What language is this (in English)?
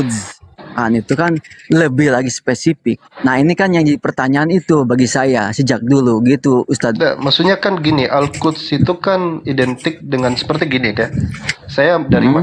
Indonesian